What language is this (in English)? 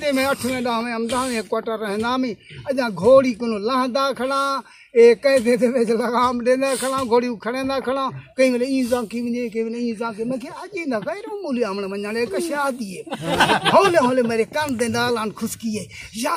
Saraiki